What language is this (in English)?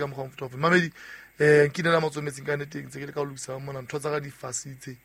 Southern Sotho